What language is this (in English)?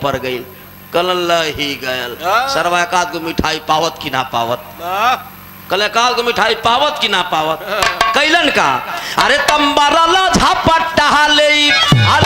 Bhojpuri